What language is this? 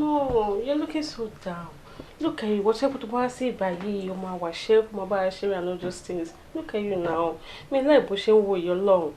Yoruba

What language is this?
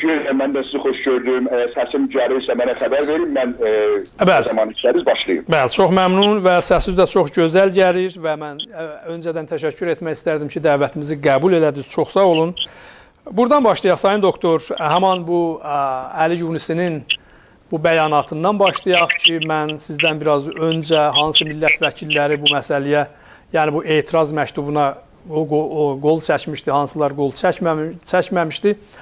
South Azerbaijani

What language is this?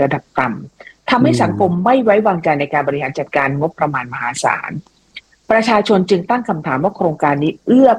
Thai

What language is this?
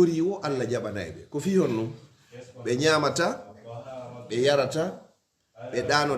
Fula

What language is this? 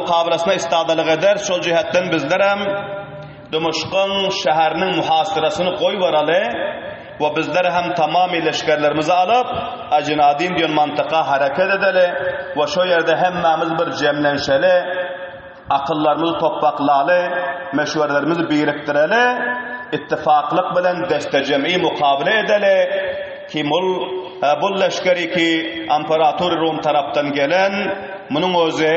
Turkmen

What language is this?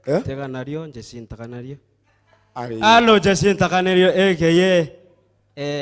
Meru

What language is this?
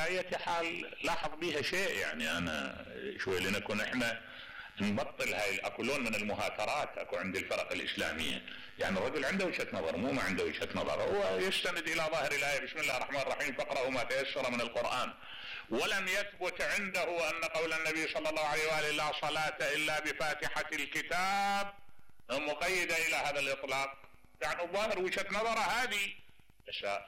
Mesopotamian Arabic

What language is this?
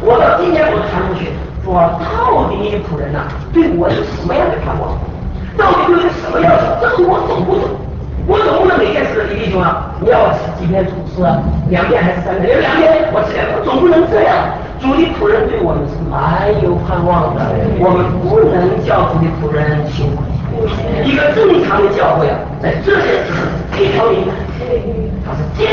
Chinese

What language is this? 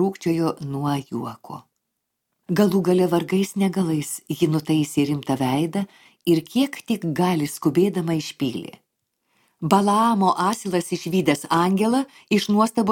Lithuanian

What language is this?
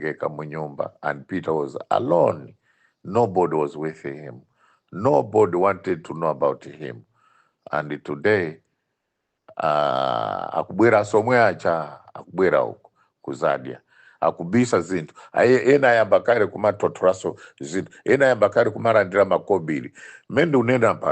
Nyanja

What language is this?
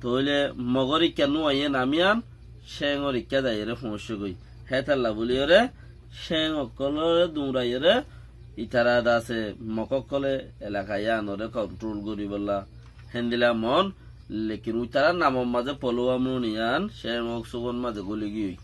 Rohingya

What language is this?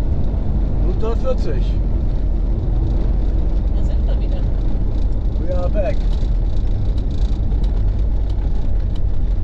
German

